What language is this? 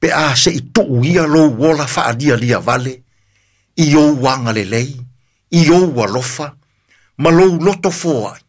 Samoan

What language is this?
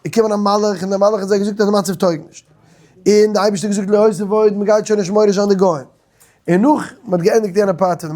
Yiddish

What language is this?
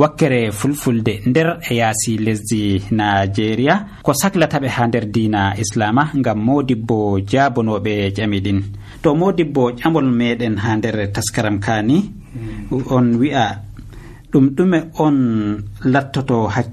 Nigerian Fulfulde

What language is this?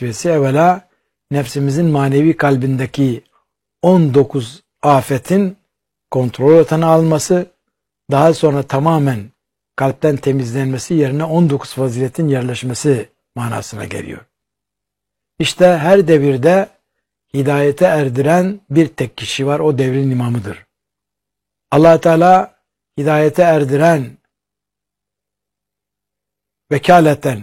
Turkish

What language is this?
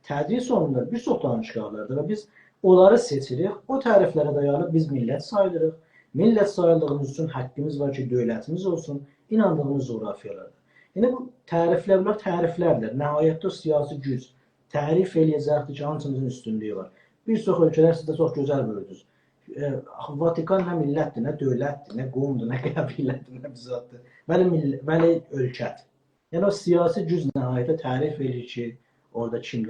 South Azerbaijani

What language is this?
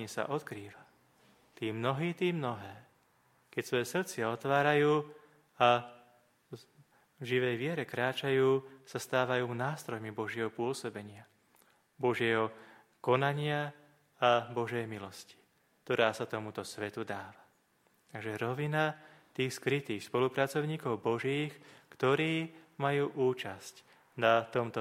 Slovak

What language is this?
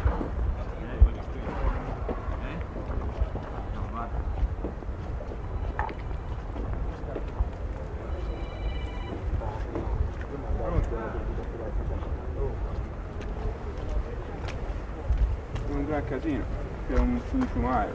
Italian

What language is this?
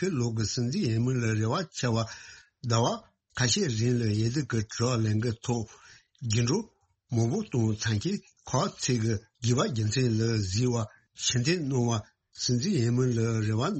Tibetan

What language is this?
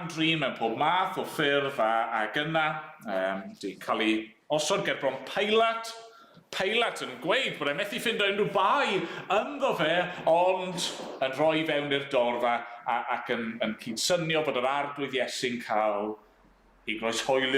Welsh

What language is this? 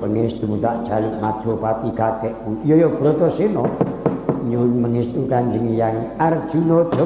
Javanese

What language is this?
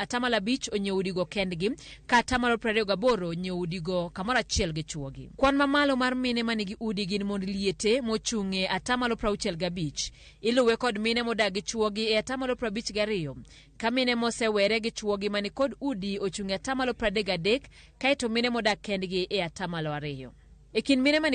Luo (Kenya and Tanzania)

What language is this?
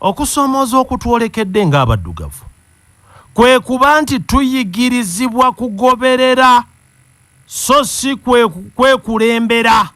Ganda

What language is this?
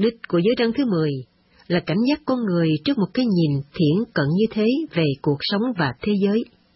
Vietnamese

